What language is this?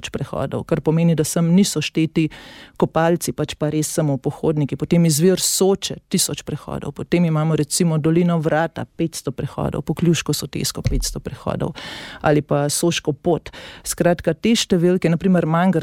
Slovenian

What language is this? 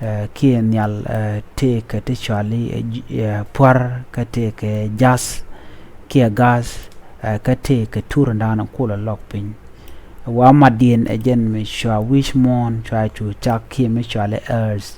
Nuer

